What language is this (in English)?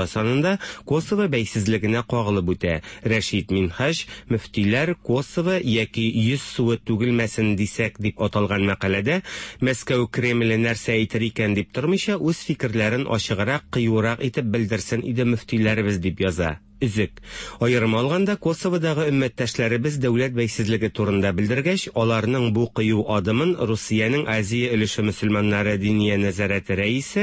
Tatar